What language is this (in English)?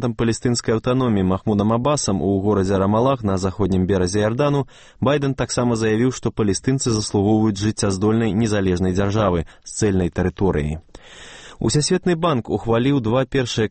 Belarusian